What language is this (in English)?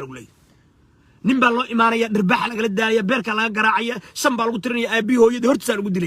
Somali